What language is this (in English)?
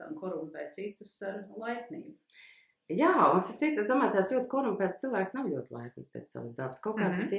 Latvian